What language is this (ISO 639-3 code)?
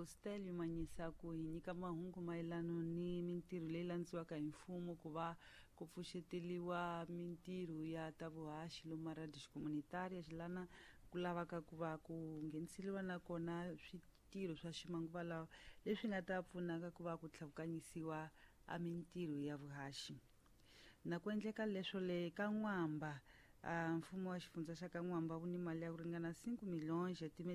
tso